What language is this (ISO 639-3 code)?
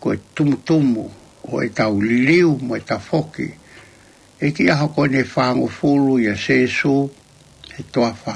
ton